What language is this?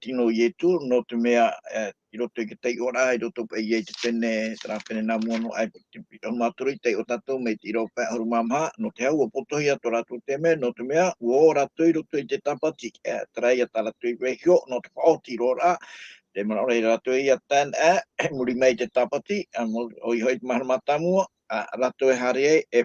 Tahitian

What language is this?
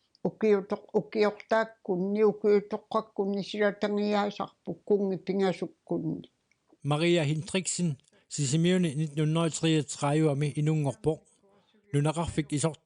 Kalaallisut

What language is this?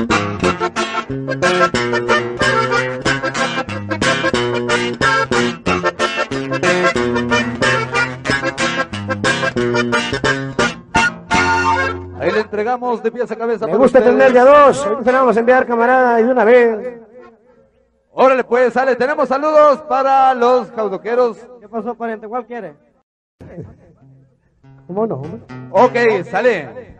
Spanish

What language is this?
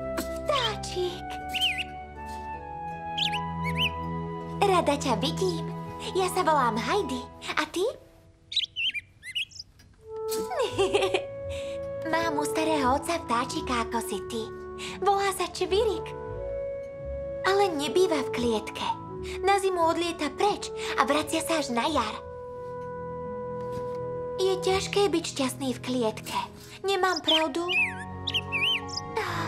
Slovak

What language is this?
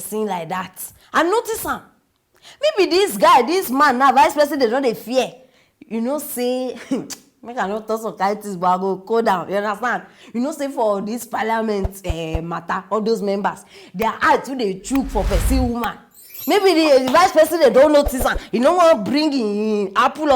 Nigerian Pidgin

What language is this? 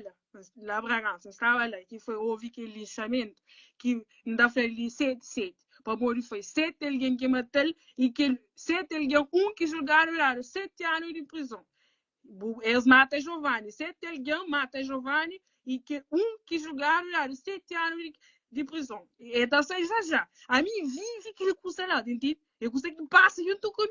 Kabuverdianu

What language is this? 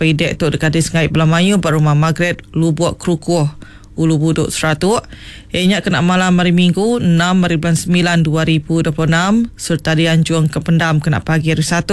Iban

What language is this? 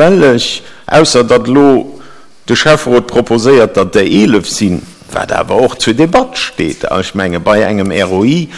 Luxembourgish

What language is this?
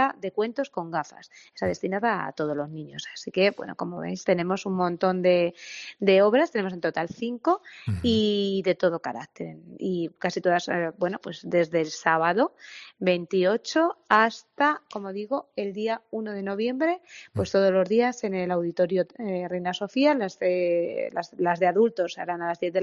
Spanish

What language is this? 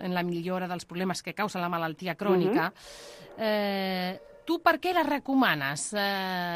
Catalan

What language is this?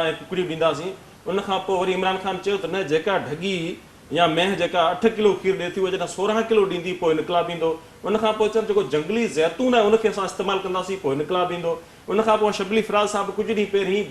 Sindhi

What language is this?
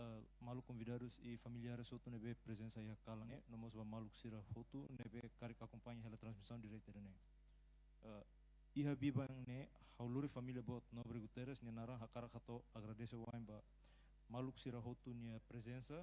Tetum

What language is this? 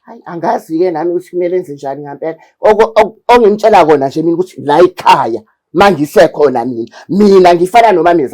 Zulu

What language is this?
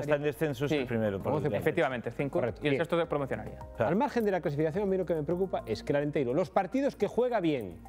Spanish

